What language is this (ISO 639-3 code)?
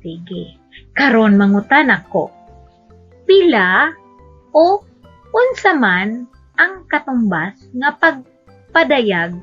ceb